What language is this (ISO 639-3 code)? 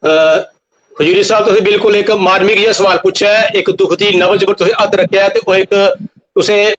doi